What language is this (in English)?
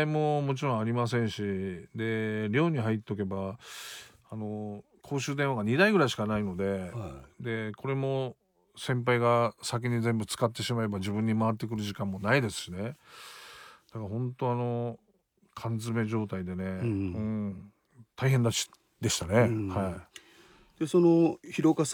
Japanese